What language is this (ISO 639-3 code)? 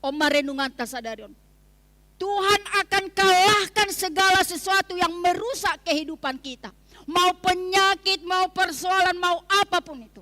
bts